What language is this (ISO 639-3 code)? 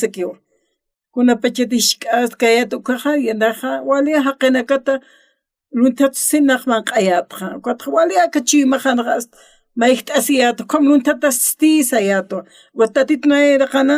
aym